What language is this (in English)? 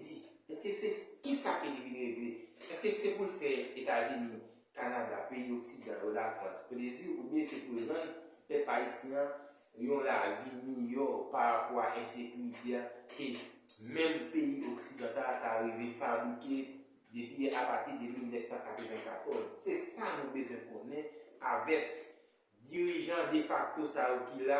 Haitian Creole